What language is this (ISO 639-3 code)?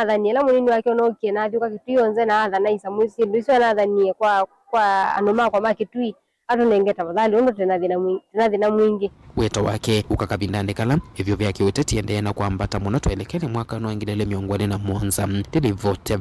kam